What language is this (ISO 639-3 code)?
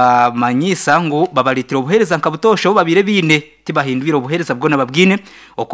nyn